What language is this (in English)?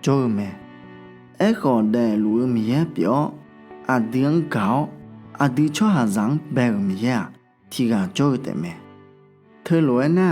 Akha